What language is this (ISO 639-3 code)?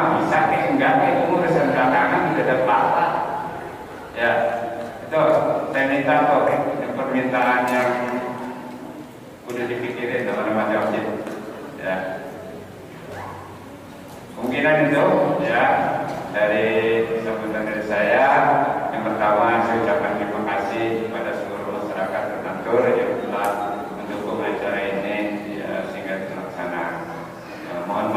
ind